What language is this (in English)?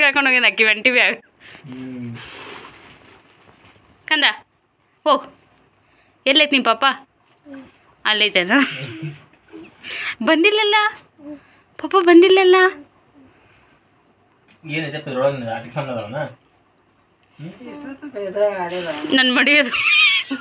Kannada